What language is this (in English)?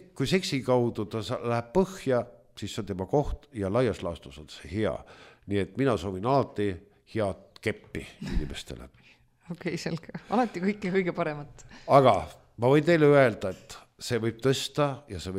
Estonian